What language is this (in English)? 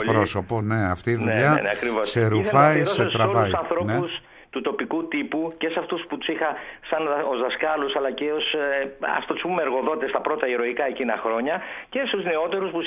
Greek